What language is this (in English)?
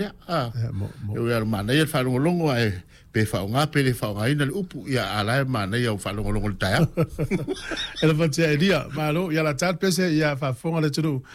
Samoan